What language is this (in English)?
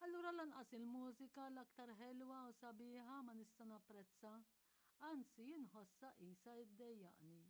Maltese